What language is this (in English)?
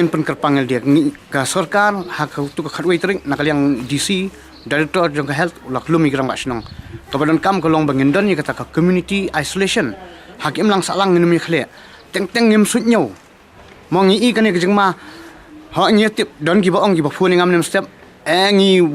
Khasi